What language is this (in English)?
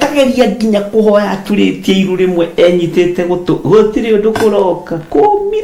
Kikuyu